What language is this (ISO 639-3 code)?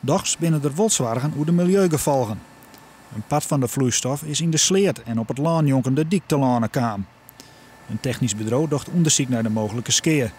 fry